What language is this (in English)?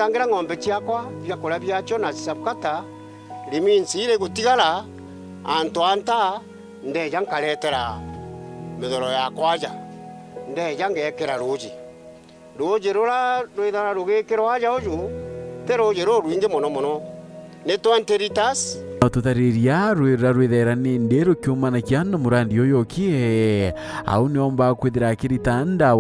Meru